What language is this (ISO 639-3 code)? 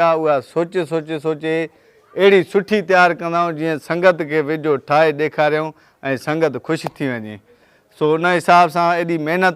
snd